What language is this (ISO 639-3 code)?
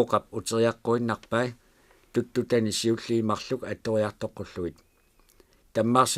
kal